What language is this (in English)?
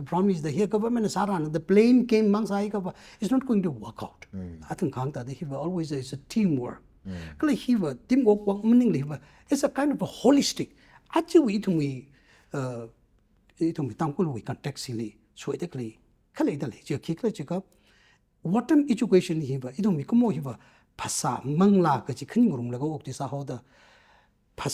Tangkhul Naga (India)